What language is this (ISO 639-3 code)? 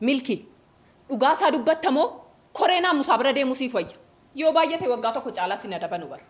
orm